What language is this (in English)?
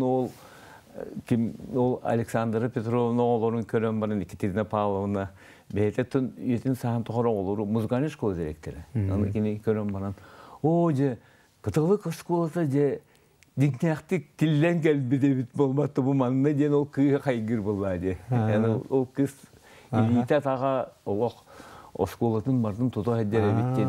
Yakut